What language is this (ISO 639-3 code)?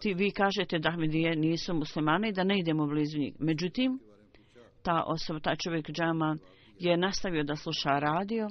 bos